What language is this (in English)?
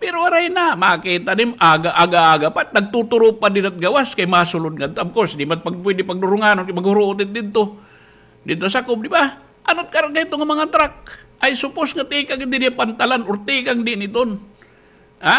Waray